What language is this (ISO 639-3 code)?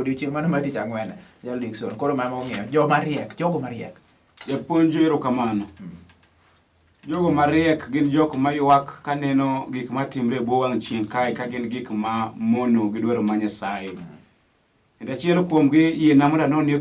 luo